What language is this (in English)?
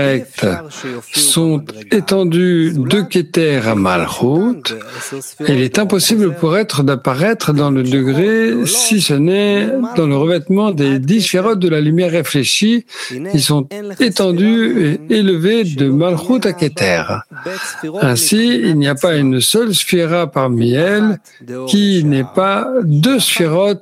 French